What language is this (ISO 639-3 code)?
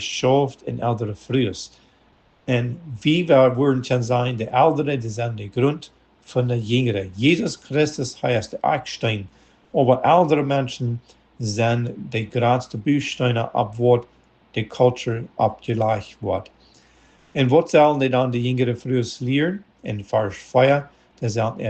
pdt